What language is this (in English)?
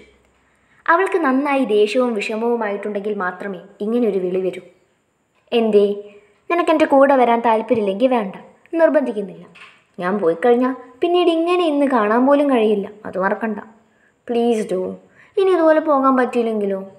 Malayalam